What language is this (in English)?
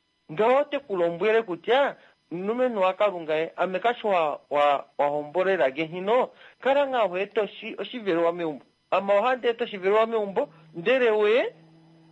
Kuanyama